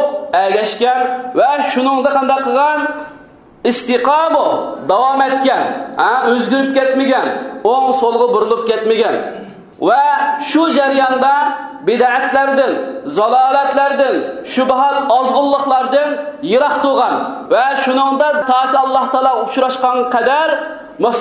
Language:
Uyghur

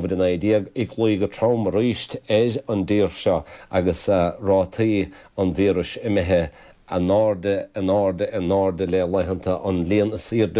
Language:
Irish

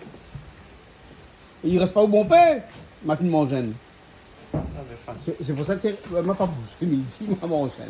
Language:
Réunion Creole French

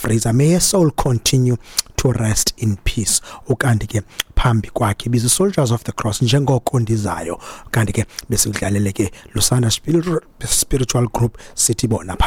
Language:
Xhosa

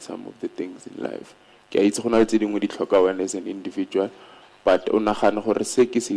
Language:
Tswana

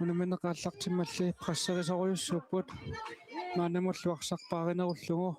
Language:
Kalaallisut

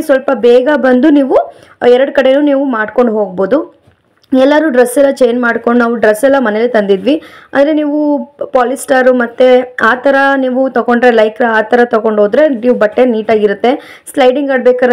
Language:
Kannada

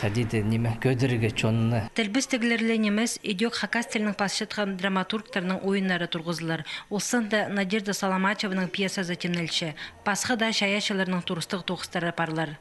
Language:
Khakas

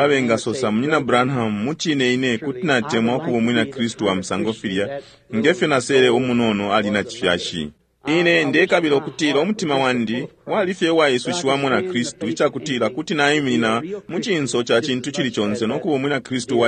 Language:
Bemba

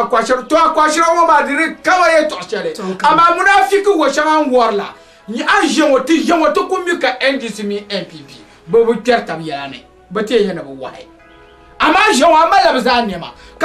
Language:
Dagbani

